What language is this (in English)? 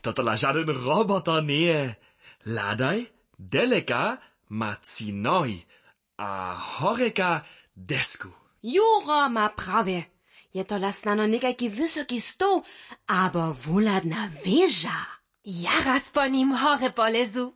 Upper Sorbian